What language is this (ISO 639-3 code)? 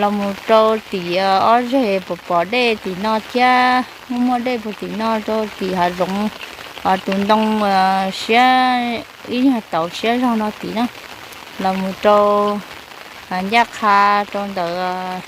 hmn